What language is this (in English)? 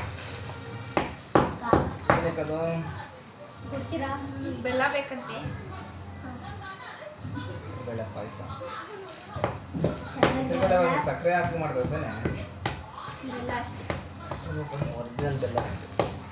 Kannada